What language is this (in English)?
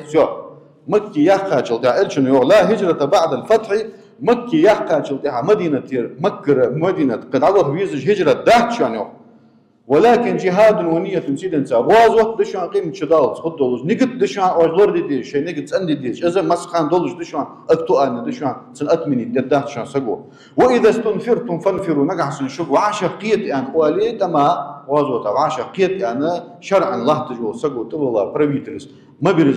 Ingush